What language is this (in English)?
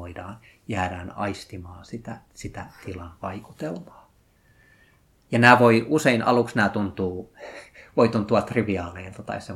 Finnish